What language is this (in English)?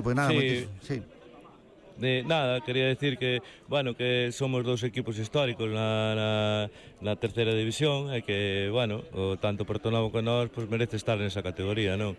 Galician